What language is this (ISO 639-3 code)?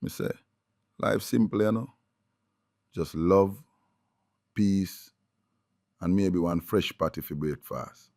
jam